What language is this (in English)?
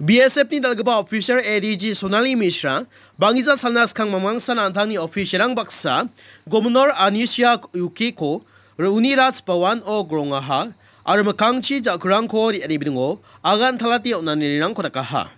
Garo